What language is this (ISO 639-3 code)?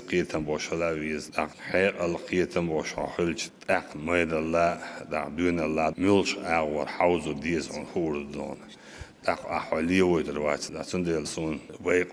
che